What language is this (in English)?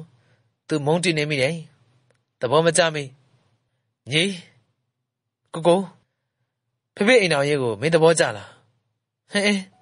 Burmese